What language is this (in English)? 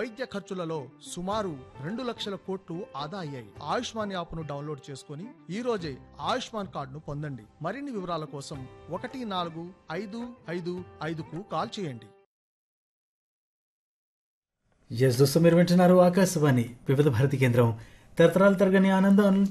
Telugu